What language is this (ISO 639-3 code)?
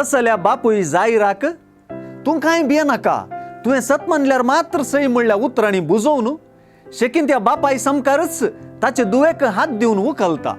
kok